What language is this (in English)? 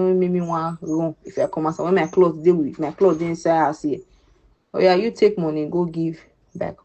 Nigerian Pidgin